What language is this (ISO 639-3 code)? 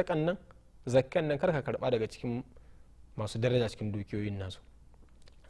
hau